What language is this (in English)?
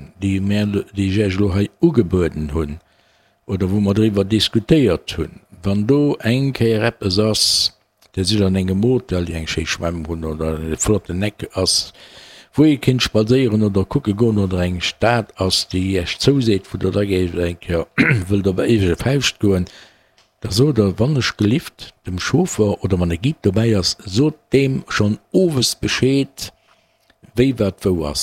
Luxembourgish